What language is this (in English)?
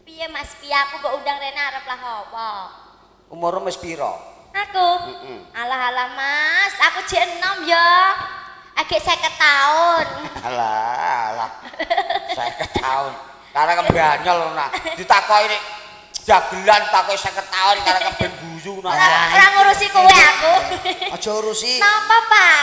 Javanese